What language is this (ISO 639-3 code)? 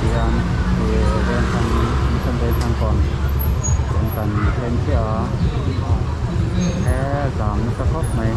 lus